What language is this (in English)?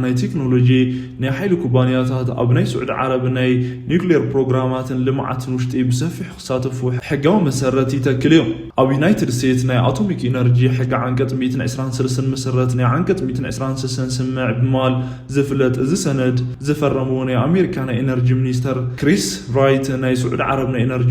Tigrinya